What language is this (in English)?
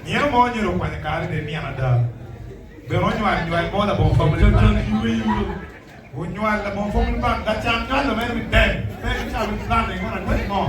Acoli